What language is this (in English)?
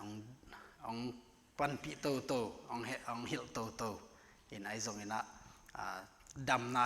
Tedim Chin